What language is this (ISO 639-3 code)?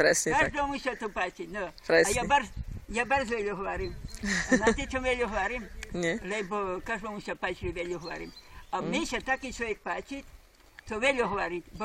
rue